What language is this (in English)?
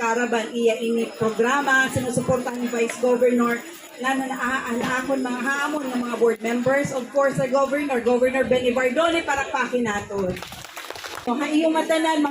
Waray